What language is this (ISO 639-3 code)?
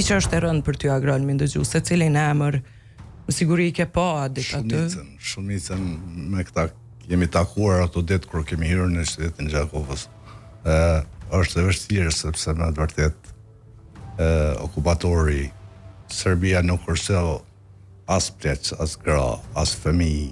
sqi